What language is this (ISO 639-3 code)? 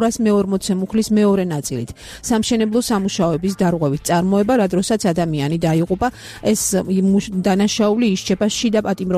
kat